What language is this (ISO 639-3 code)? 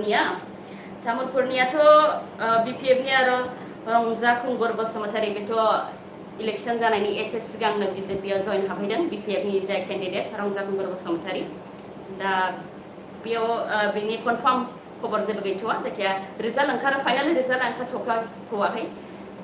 brx